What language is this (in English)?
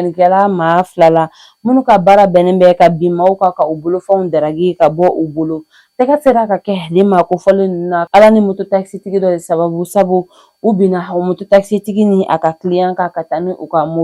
Bambara